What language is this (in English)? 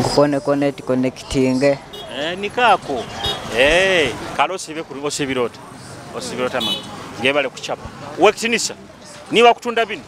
Nyoro